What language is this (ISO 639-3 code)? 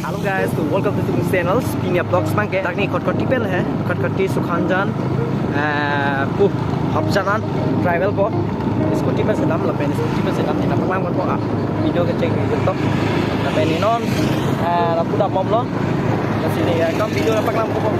mjw